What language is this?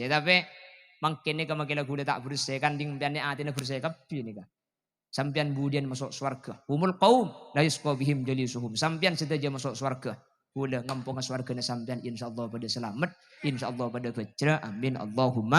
Madurese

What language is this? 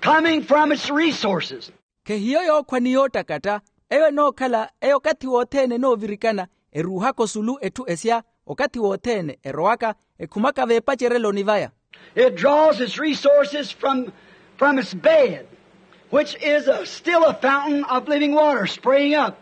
Makhuwa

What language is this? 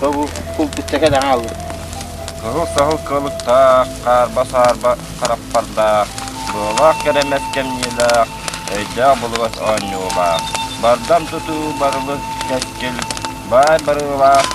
Yakut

